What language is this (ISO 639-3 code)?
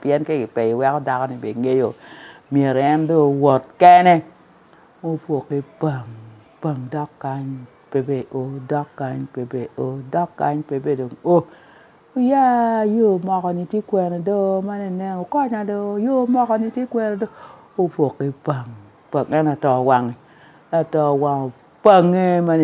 ach